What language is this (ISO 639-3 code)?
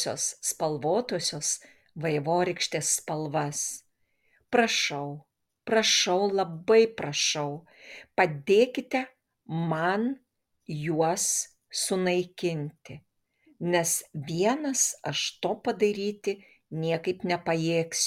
lit